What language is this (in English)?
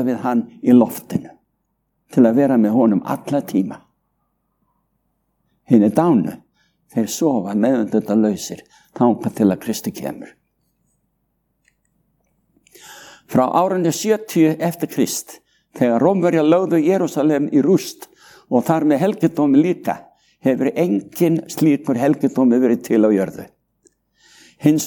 Icelandic